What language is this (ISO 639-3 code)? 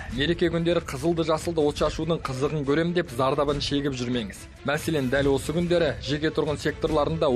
kaz